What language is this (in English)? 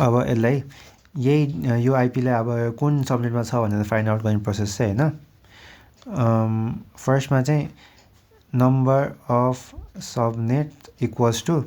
Nepali